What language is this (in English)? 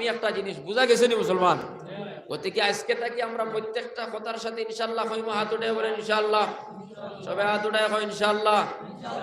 Sylheti